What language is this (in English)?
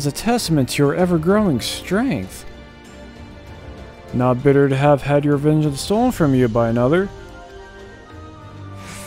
English